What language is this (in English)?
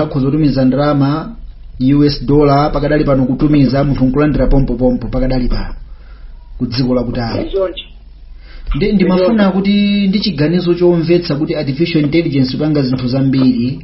Nyanja